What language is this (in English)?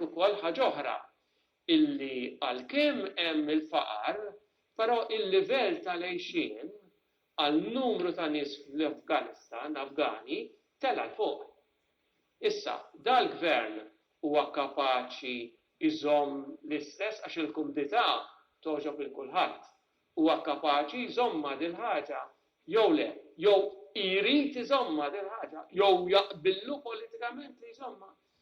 Maltese